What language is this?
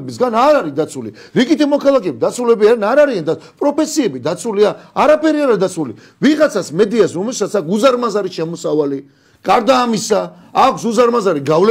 Georgian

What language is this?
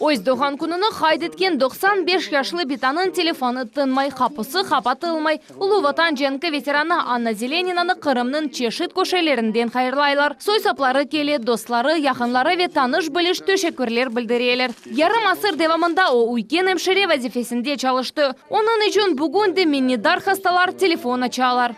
Crimean Tatar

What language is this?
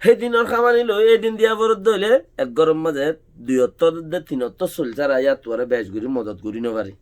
Rohingya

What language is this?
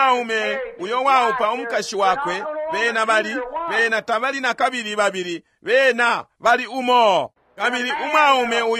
Bemba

